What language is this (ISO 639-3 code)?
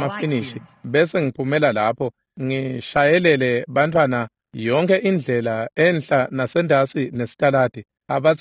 ssw